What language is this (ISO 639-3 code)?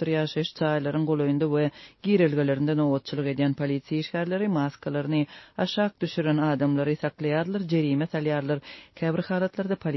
tuk